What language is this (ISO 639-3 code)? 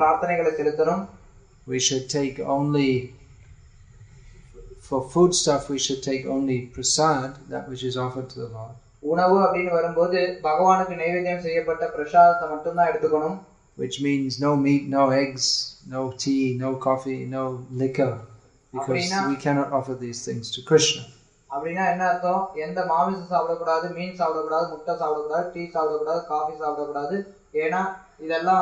tam